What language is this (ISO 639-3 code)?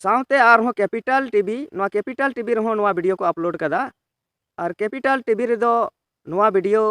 sat